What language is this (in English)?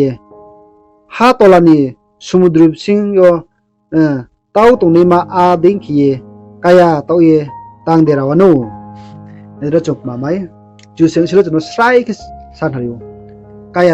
Riang (India)